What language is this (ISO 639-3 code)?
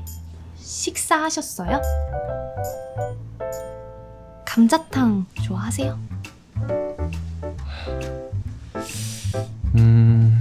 kor